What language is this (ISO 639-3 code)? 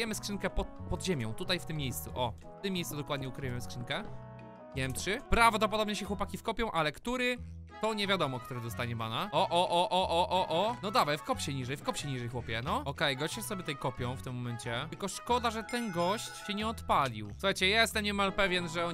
pol